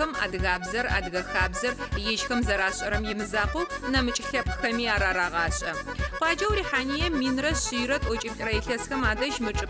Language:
Adyghe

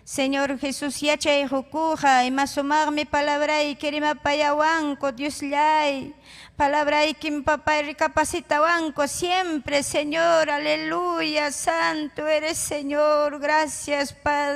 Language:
Ayacucho Quechua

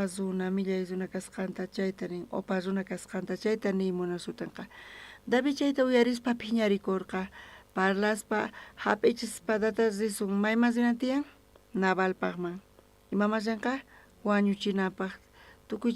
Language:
South Bolivian Quechua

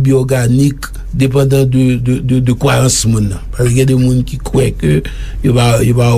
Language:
Haitian Creole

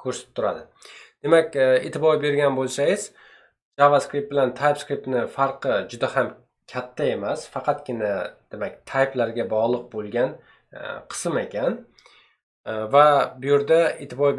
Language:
Uzbek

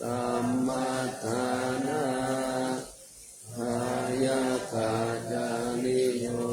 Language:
Pali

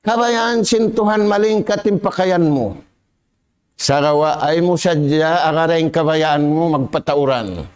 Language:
Tausug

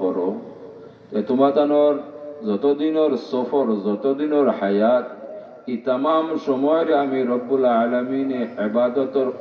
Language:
Sylheti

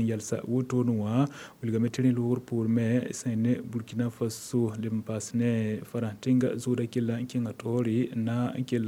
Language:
Mossi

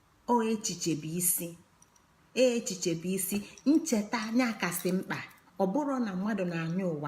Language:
Igbo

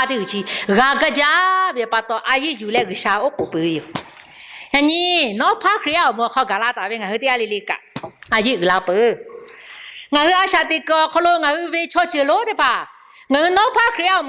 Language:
Lahu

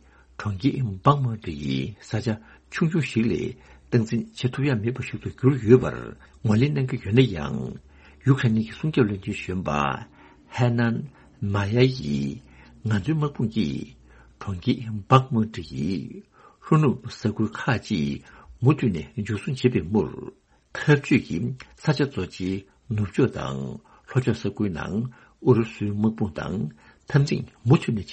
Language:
Tibetan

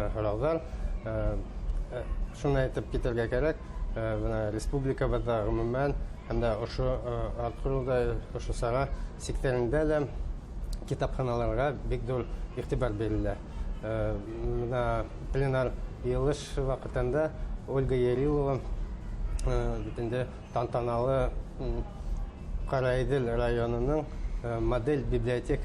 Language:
Bashkir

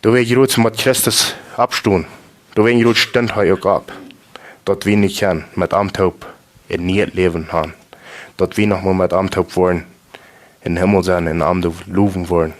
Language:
Plautdietsch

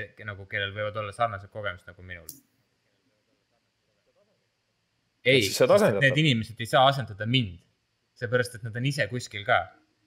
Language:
Estonian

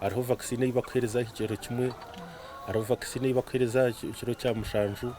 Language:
Nyankole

